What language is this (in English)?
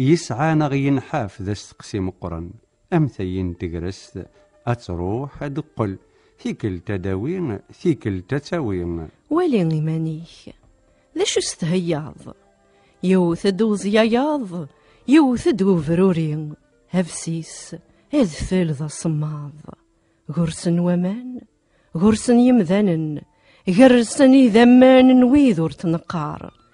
Kabyle